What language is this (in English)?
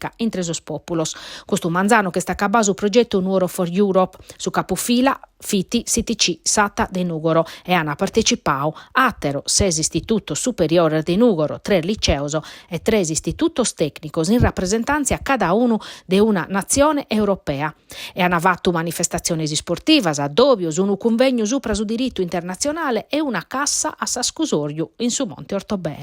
Sardinian